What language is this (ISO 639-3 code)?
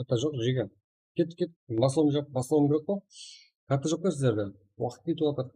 kaa